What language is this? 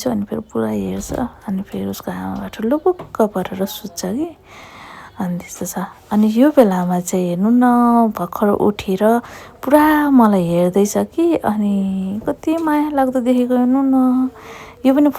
Nepali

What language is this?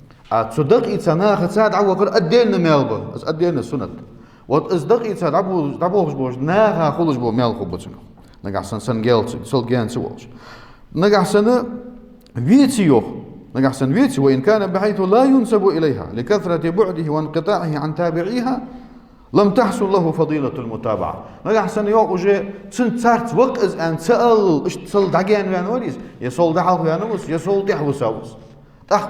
Ingush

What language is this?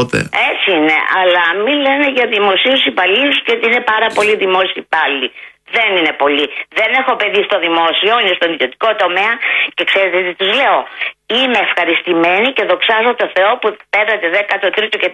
Greek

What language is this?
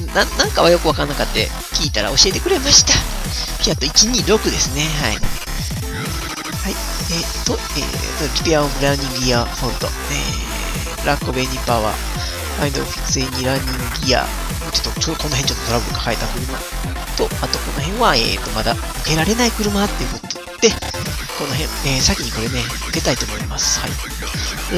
Japanese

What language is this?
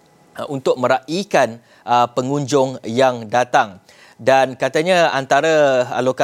Malay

